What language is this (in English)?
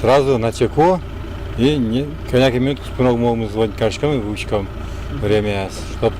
Udmurt